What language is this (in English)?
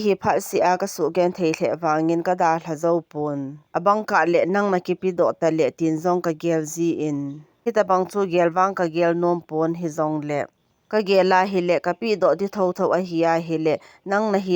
Thado Chin